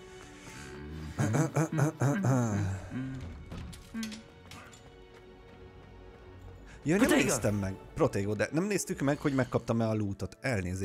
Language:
Hungarian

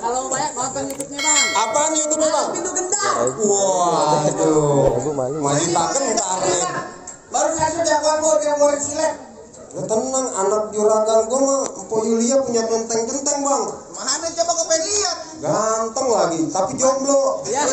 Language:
Betawi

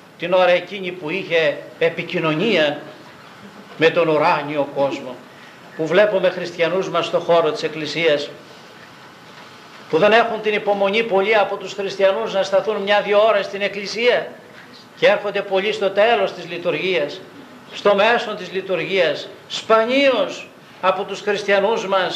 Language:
Greek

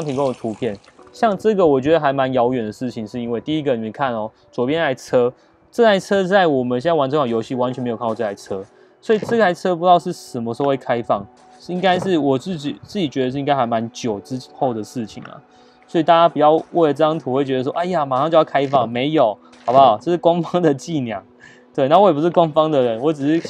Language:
Chinese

